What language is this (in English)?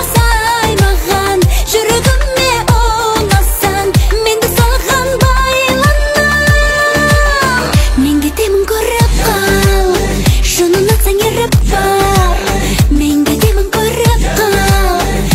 Kazakh